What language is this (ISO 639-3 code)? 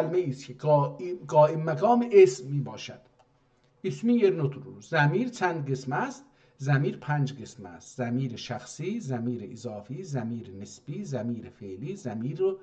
azb